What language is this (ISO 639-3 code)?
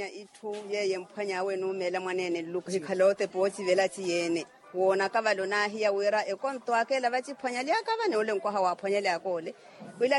vmw